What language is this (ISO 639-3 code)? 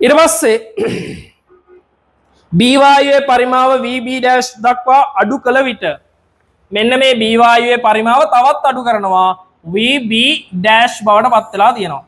sin